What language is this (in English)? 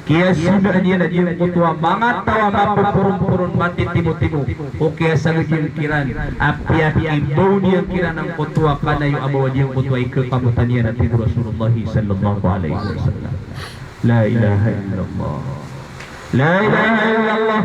Maranao